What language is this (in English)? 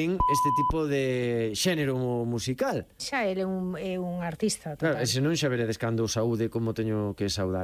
Galician